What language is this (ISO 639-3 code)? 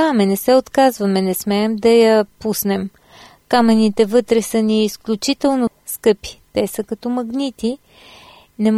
bul